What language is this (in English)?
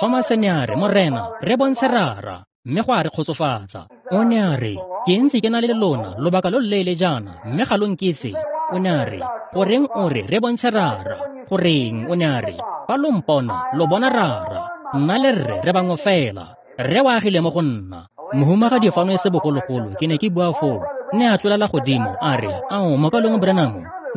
Tswana